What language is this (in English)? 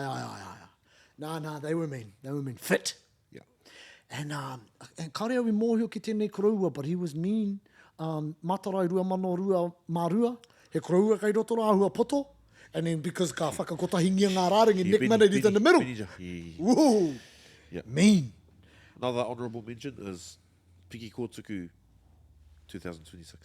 Māori